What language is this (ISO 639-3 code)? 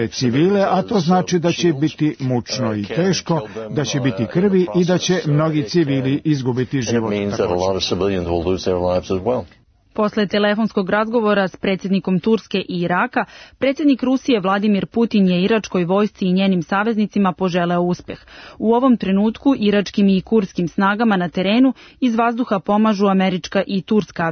srp